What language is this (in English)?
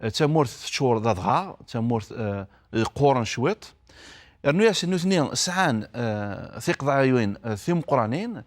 Kabyle